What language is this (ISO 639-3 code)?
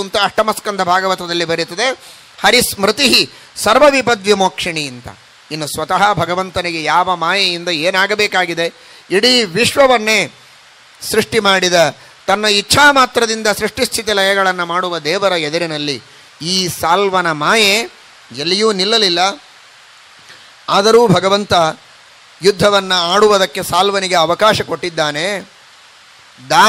kan